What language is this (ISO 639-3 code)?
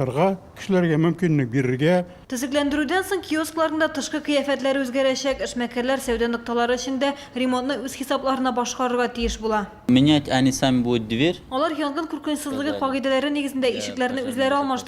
tat